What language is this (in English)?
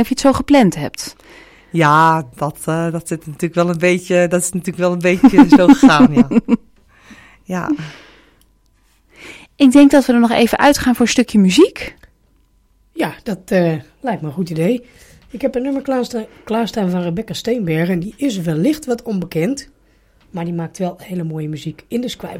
Dutch